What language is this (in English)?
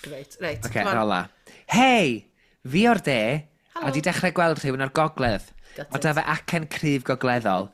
Welsh